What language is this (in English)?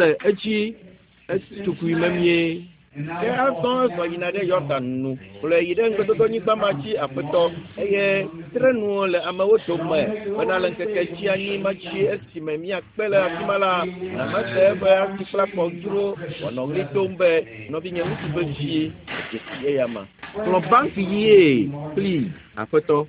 Ewe